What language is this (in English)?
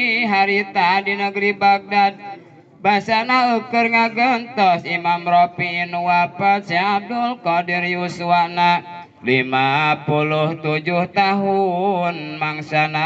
Sundanese